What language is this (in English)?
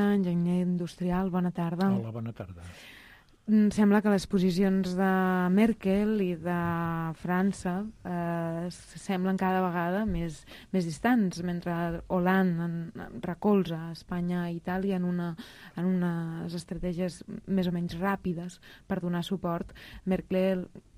Catalan